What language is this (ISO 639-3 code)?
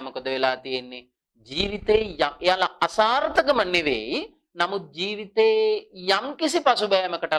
sin